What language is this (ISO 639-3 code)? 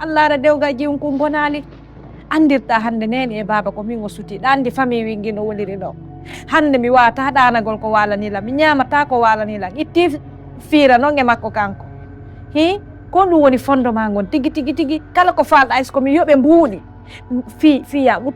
ful